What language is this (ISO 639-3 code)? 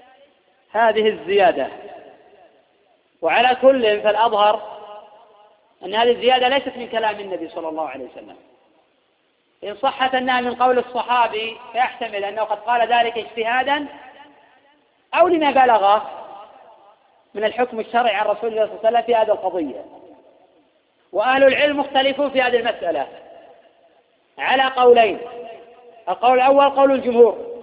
ara